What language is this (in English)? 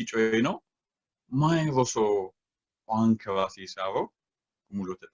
Sidamo